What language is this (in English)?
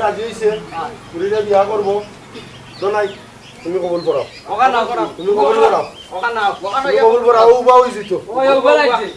Sylheti